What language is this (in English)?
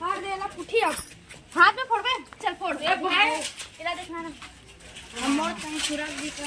Chhattisgarhi